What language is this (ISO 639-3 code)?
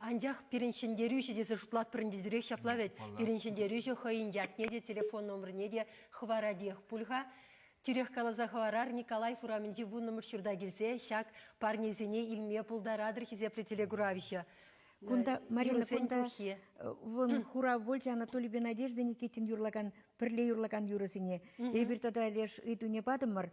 chv